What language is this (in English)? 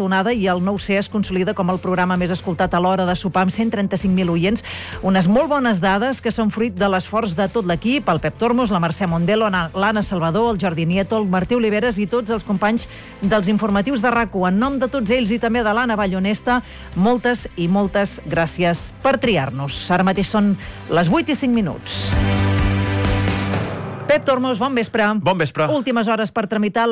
Catalan